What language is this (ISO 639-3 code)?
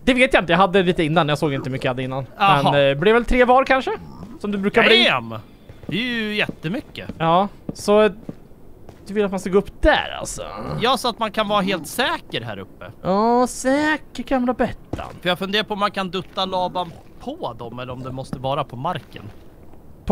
swe